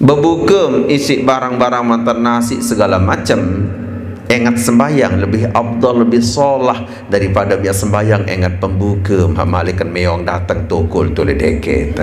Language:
Sasak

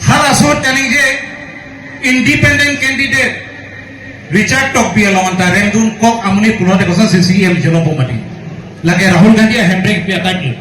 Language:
Karbi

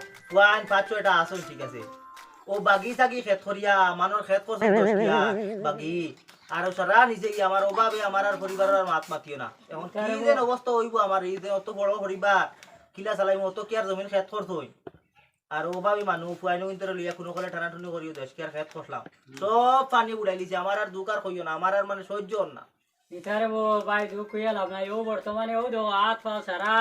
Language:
Sylheti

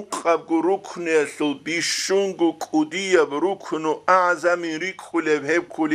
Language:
Avaric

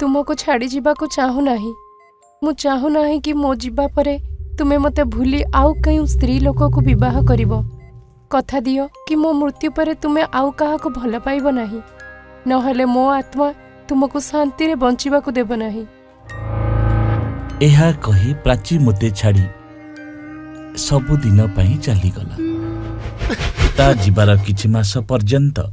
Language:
Odia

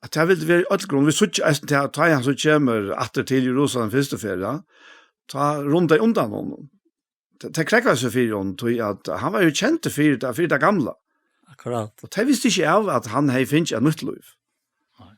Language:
Faroese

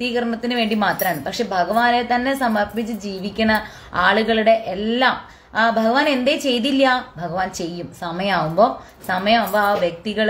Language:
Malayalam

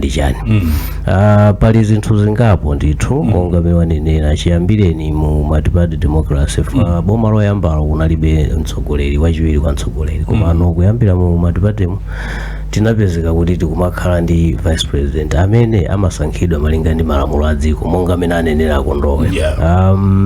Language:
Nyanja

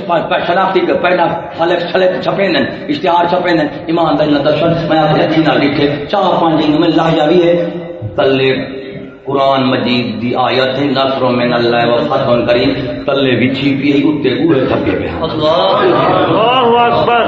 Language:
Saraiki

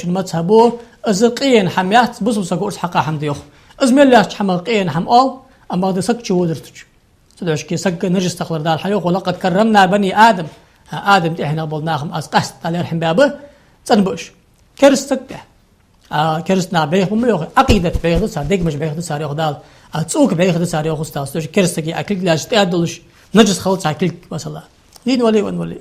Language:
Ingush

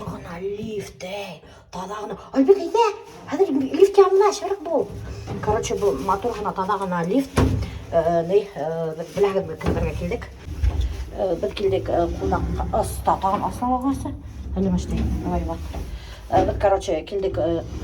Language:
Bashkir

